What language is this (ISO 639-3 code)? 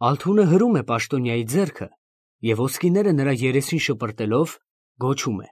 hye